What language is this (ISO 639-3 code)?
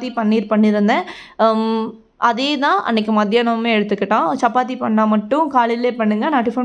tam